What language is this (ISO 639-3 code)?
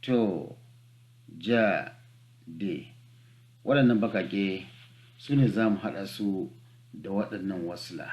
hau